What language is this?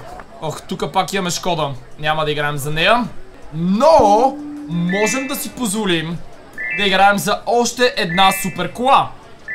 Bulgarian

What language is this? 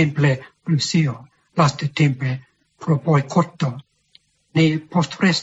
Esperanto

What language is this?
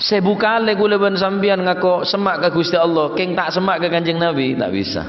Madurese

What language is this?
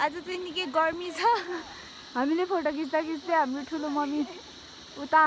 Nepali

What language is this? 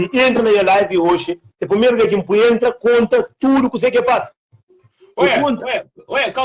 Kabuverdianu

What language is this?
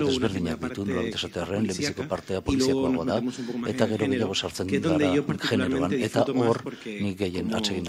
Basque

